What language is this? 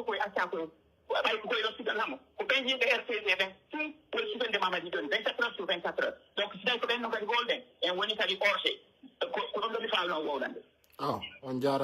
Pular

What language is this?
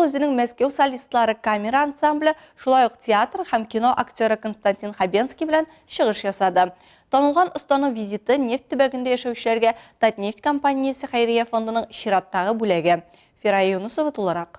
Tatar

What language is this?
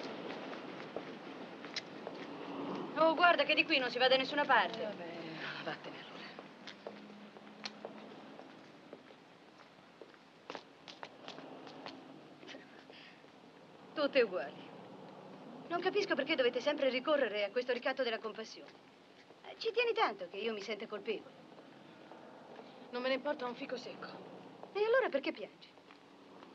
Italian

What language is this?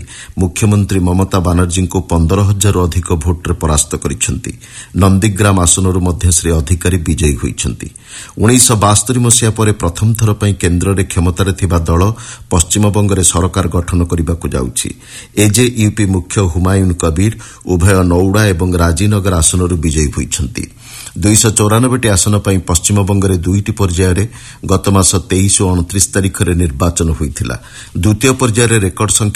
Odia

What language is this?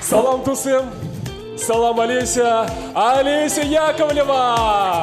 Chuvash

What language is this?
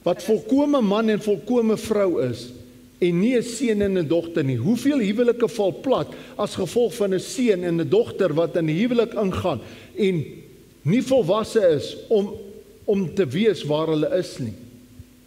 Afrikaans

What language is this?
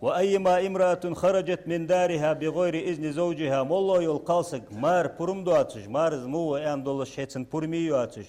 Ingush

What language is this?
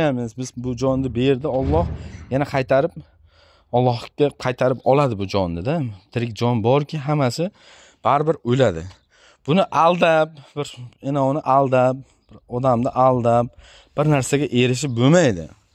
Uzbek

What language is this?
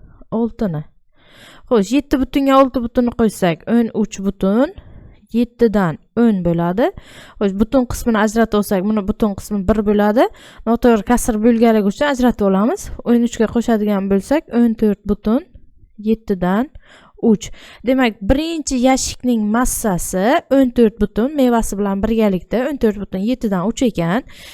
Uzbek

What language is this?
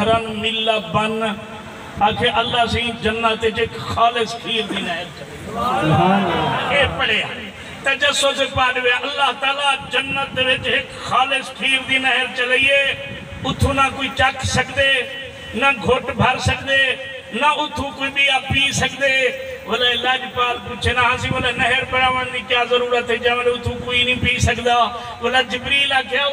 Saraiki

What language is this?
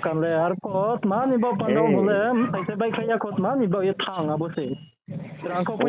Riang (India)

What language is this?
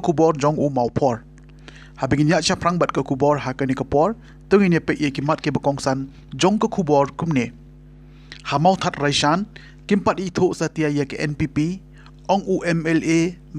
Khasi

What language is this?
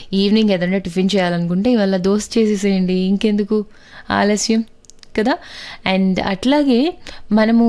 Telugu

